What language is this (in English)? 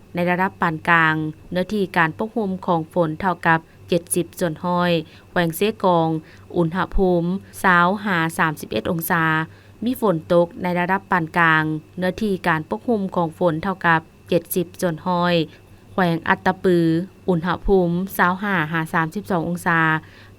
Lao